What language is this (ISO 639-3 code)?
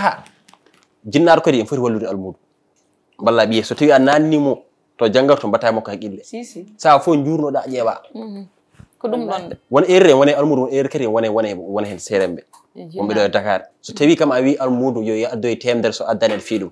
ful